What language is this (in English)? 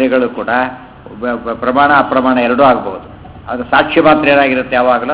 Kannada